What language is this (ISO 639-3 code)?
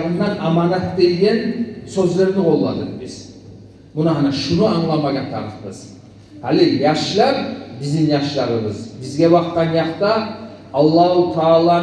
kum